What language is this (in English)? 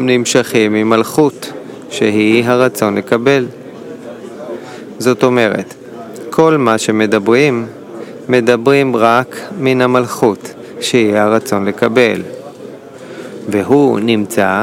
Hebrew